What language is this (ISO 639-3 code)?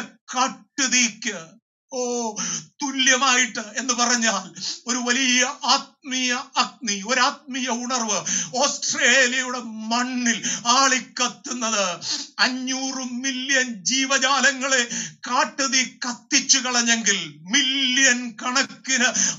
mal